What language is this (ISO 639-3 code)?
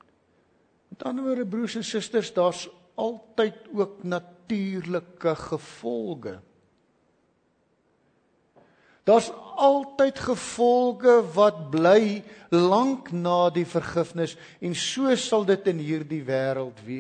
afr